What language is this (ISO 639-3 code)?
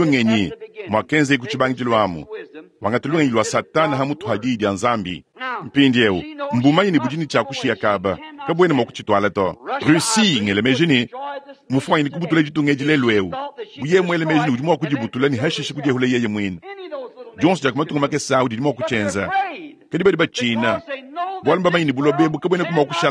lua